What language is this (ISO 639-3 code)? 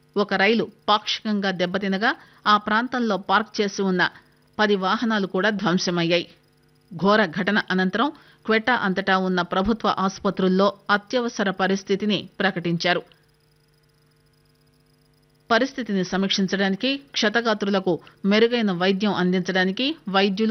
tel